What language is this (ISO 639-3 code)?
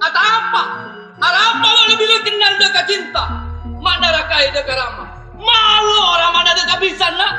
mad